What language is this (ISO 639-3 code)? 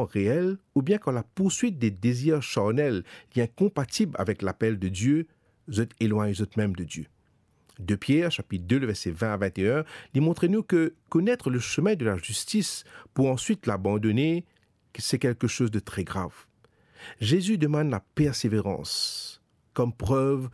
mfe